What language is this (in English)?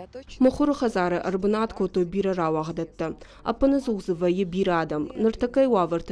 Ossetic